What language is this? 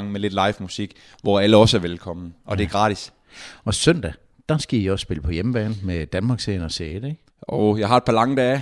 Danish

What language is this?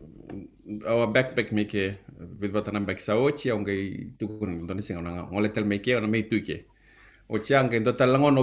Fijian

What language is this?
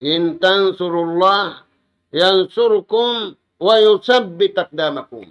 Tausug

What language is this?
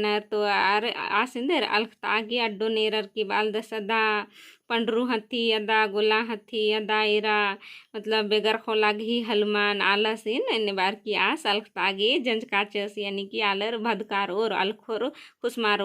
Kurukh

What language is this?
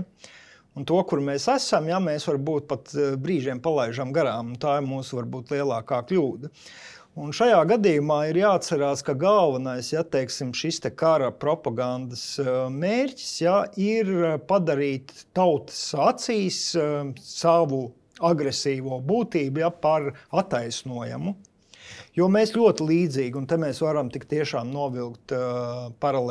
Latvian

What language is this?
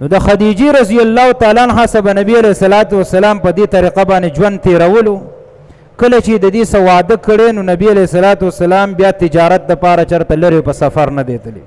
Pashto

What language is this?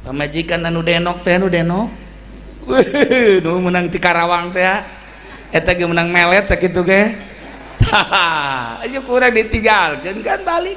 Sundanese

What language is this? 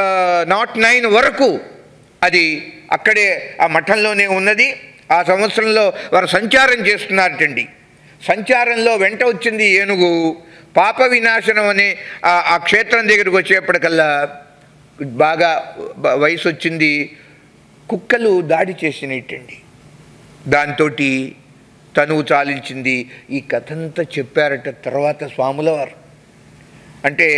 Telugu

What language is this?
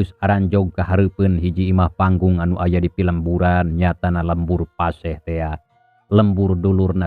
Sundanese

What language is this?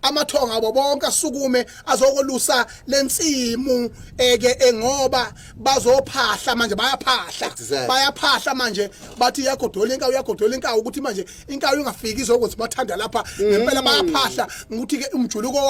Zulu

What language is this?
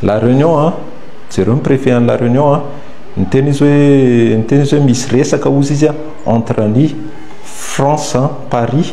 Malagasy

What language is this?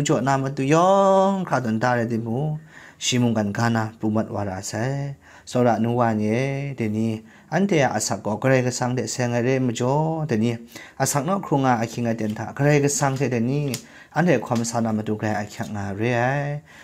Kachin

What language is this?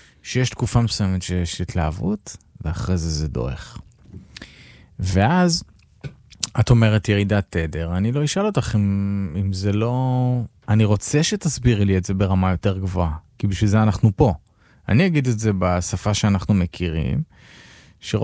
Hebrew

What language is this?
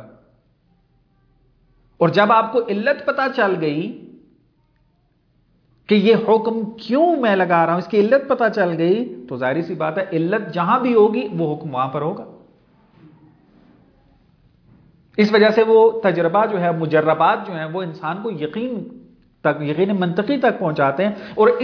Urdu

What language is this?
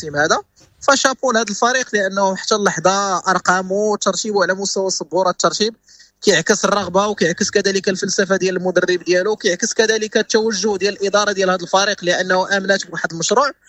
Moroccan Arabic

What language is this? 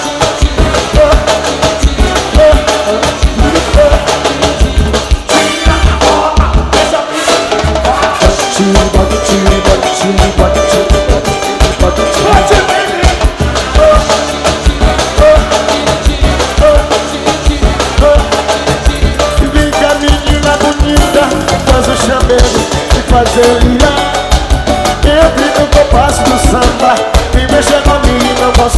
Portuguese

